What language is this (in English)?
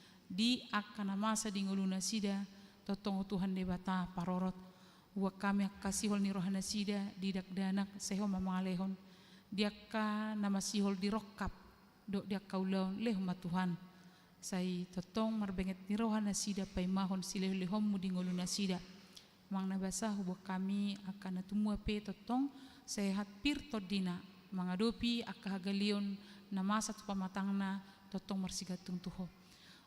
Batak Toba